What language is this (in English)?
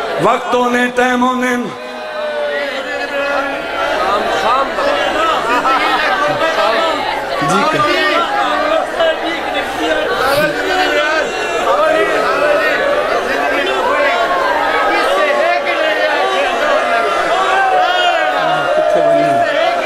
Urdu